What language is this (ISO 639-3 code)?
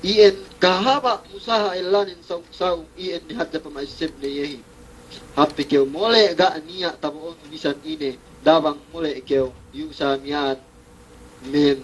yka